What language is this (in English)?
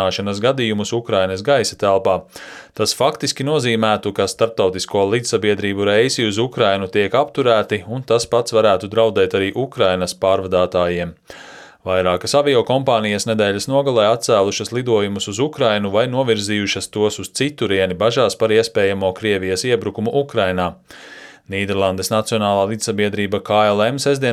Latvian